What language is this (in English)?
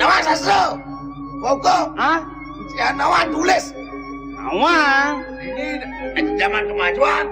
Balinese